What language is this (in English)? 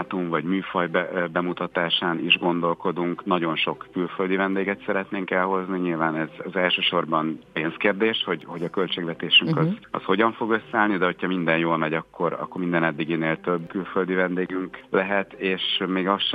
Hungarian